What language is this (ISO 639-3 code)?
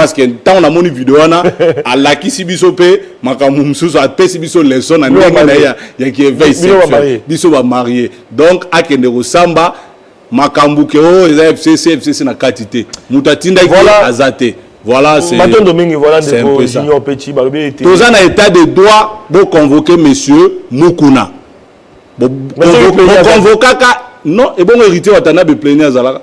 lin